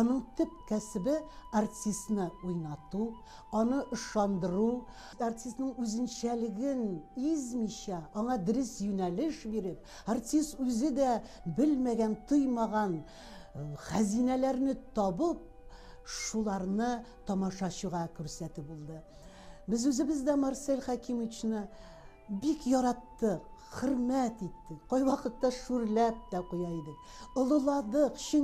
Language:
Tatar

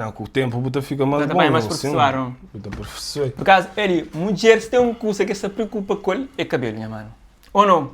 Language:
Kabuverdianu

